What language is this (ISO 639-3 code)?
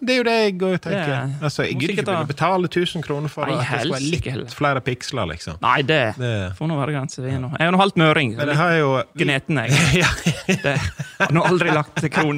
nor